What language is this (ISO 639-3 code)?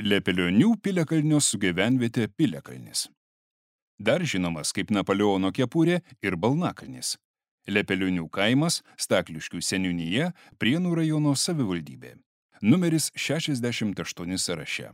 lit